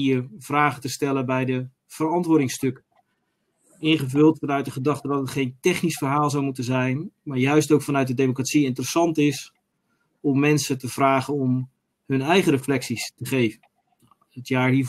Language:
Dutch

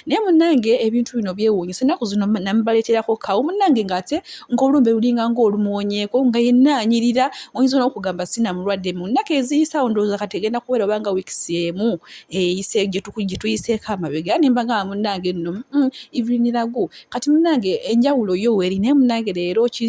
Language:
Ganda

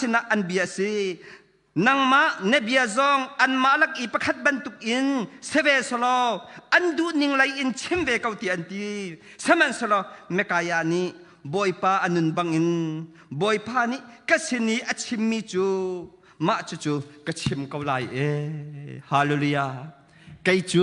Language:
Hakha Chin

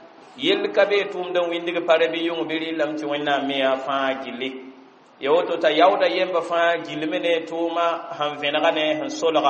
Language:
Mossi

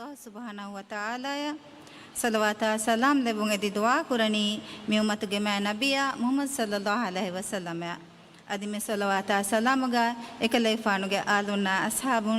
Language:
Divehi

